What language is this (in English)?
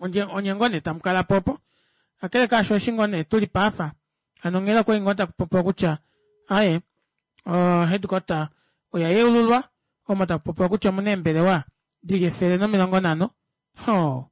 Kuanyama